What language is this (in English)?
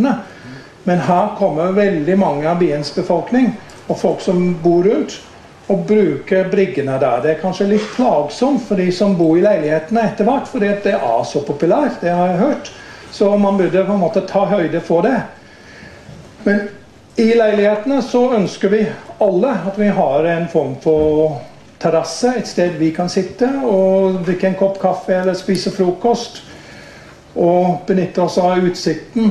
Norwegian